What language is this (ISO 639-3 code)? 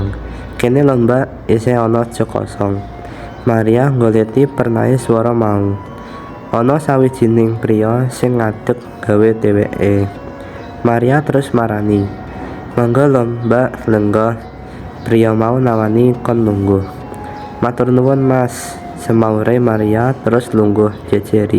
jav